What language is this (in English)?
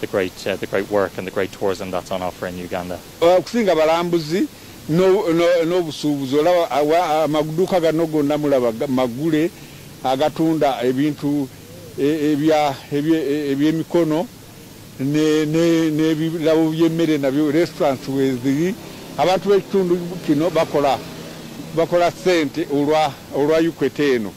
Ganda